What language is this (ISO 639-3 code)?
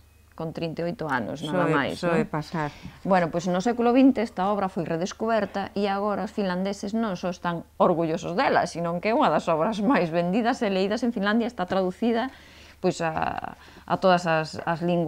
glg